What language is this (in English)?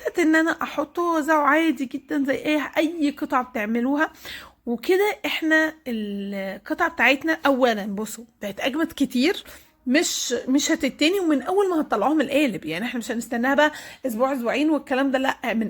Egyptian Arabic